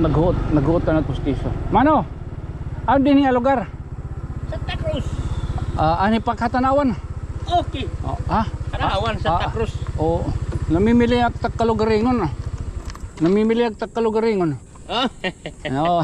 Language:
Waray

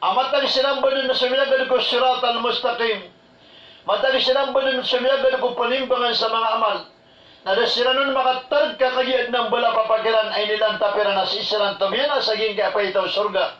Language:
Maranao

